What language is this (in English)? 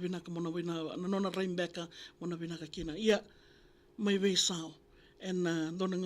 Fijian